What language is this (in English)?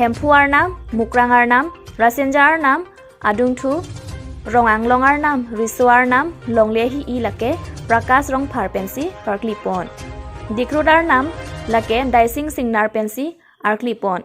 Karbi